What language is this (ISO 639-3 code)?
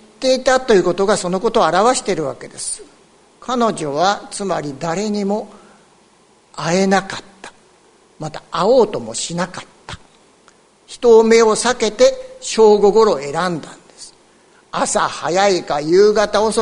jpn